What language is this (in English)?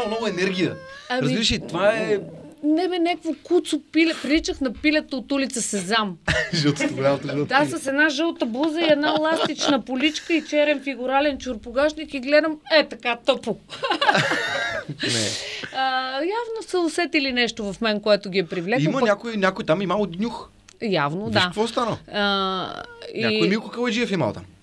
Bulgarian